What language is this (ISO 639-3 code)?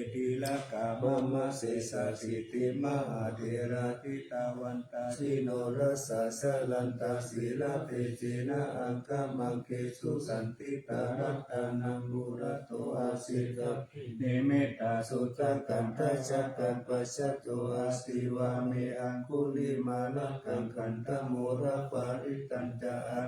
pli